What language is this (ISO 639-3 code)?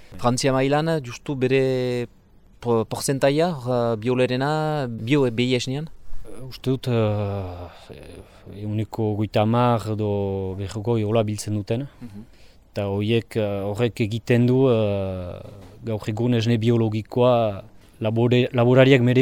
eus